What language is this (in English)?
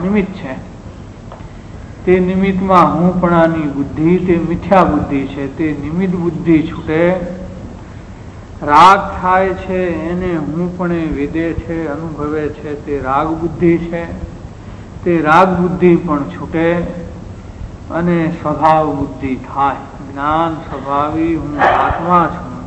Gujarati